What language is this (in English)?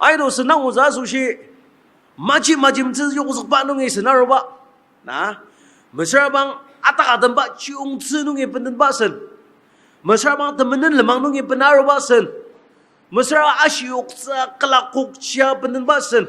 Ao Naga